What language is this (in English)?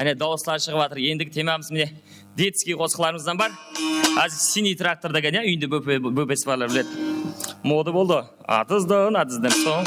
Kara-Kalpak